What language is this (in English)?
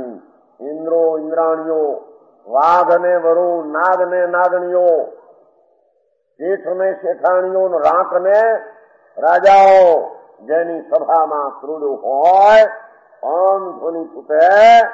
Gujarati